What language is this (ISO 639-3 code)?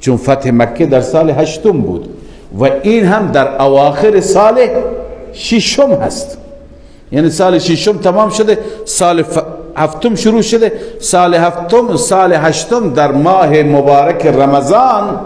fas